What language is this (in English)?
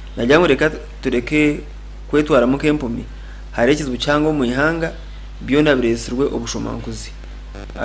Nyankole